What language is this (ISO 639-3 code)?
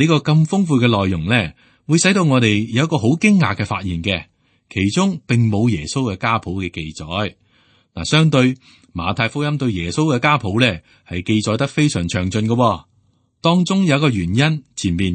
yue